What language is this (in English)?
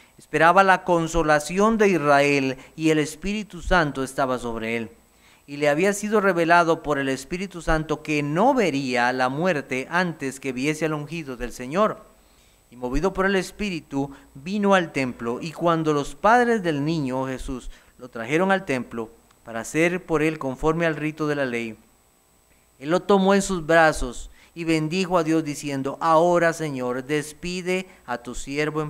Spanish